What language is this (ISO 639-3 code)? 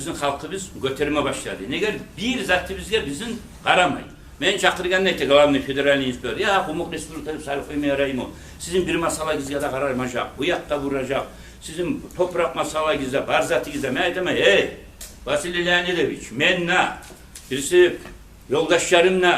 kum